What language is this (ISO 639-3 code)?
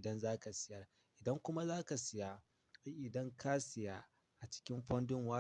hau